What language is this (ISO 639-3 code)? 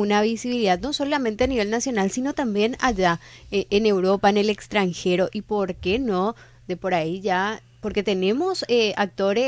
spa